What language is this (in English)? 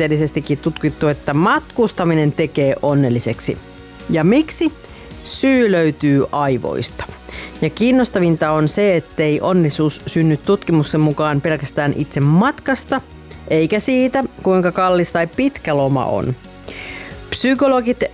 Finnish